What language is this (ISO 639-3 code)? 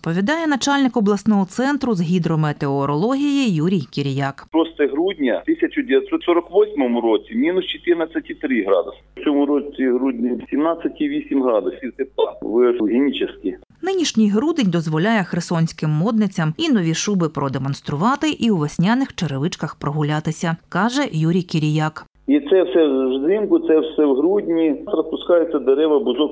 ukr